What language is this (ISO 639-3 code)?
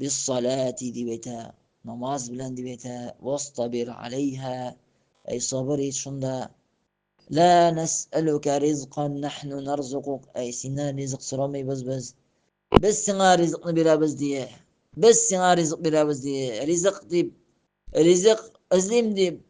tat